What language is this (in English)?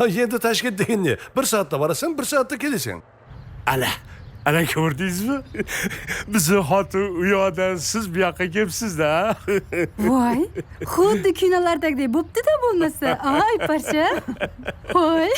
Kara-Kalpak